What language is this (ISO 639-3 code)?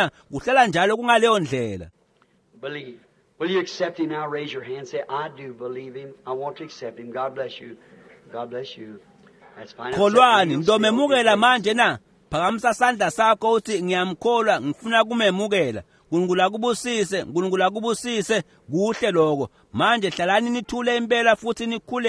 ssw